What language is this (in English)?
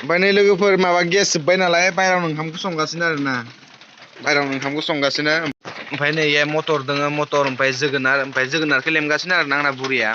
Bodo